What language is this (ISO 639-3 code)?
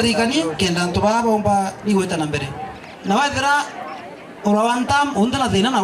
mer